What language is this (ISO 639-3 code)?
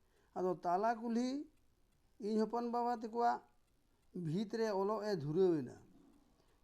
sat